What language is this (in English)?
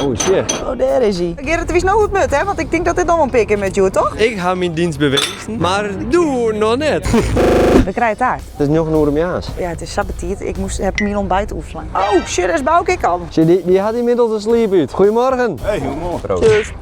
Western Frisian